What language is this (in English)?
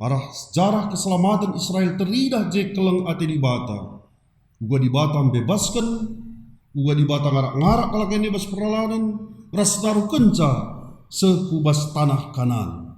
Batak Karo